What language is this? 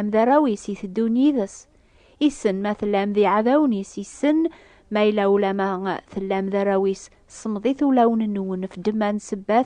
Kabyle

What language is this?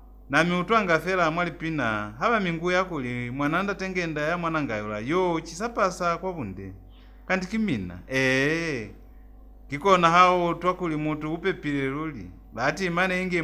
Lozi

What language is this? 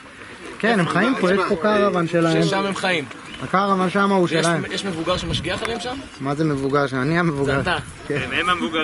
Hebrew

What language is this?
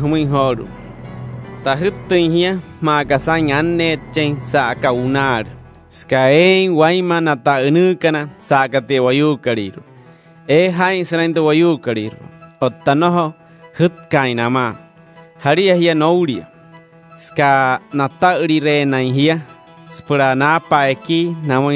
Wayuu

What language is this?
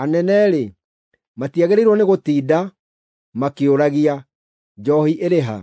Kikuyu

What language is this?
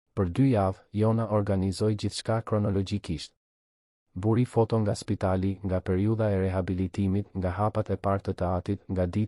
Albanian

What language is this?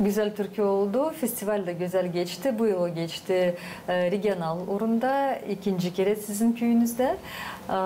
Gagauz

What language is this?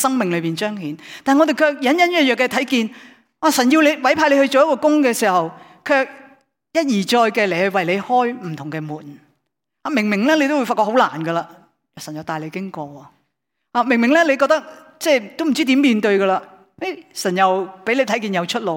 Cantonese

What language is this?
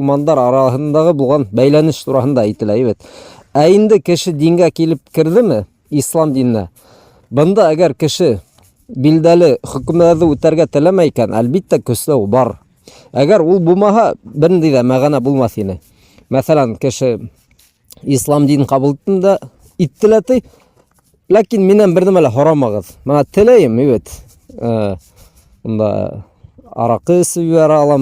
Bashkir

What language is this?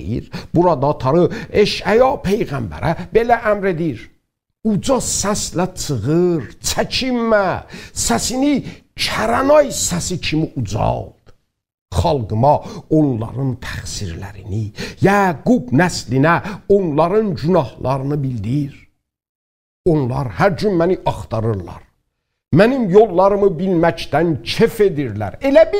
South Azerbaijani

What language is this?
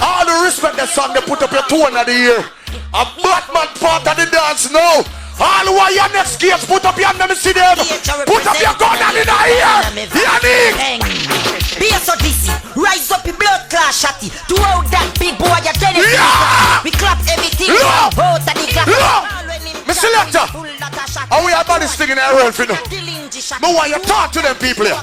Jamaican Creole English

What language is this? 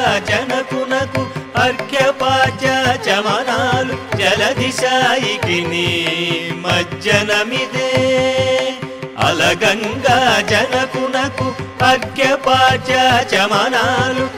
Telugu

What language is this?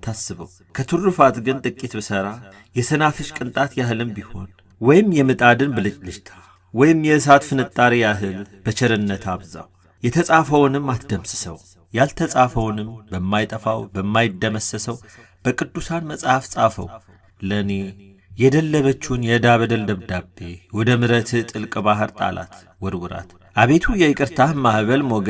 Amharic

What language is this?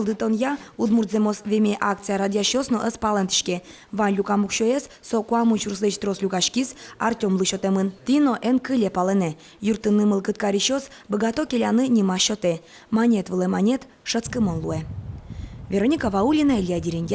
Udmurt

